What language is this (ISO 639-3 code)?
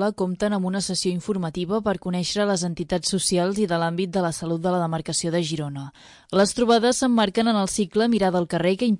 cat